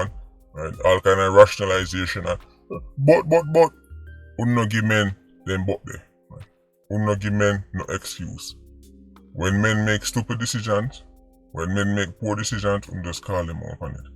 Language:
Jamaican Creole English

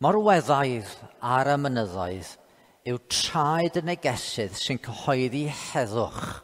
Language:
Welsh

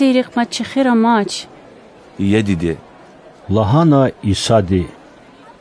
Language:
Lezghian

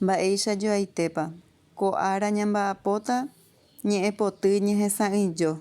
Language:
Guarani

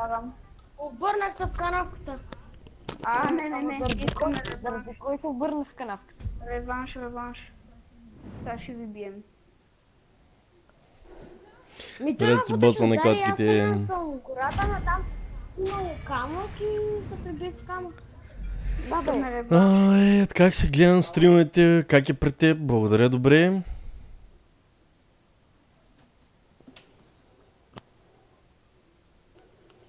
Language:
Bulgarian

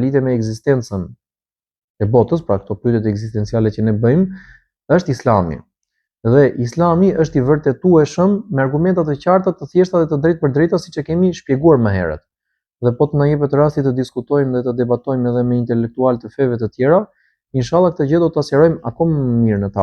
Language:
Albanian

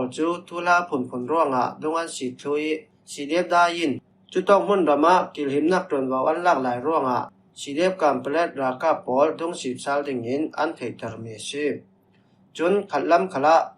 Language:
Falam Chin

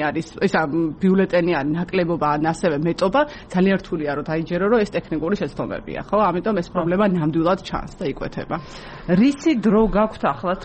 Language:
Georgian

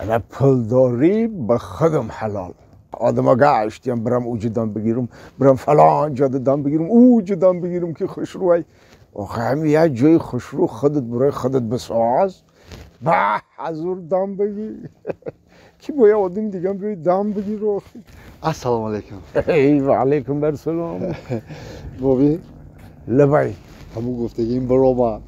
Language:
Tajik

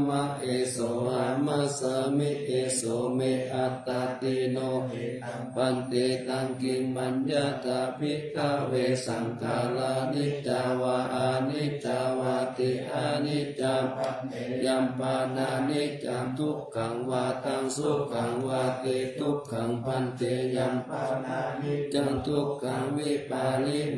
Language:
Pali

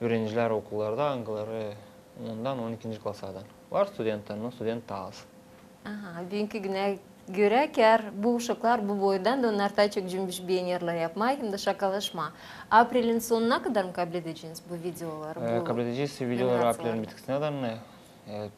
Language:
Gagauz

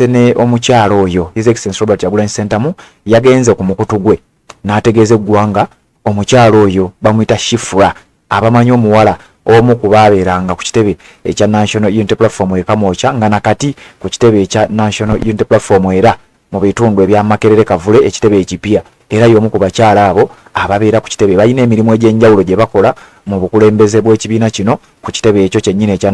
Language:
Ganda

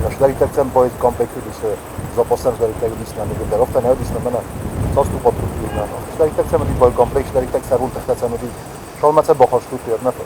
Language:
Ossetic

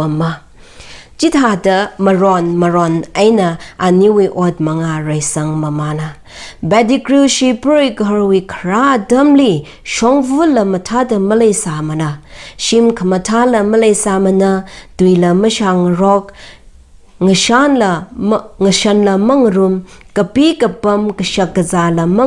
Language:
Tangkhul Naga (India)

